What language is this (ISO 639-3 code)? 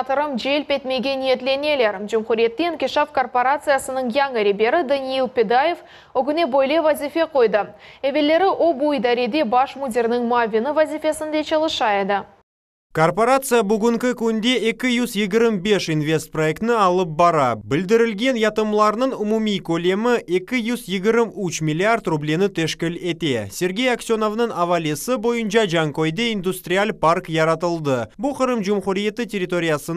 crh